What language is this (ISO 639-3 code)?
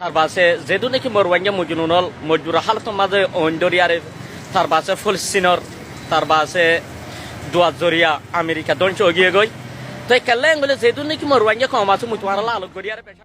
rhg